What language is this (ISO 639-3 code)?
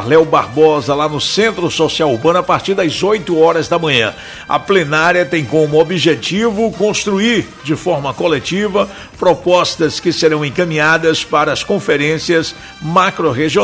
por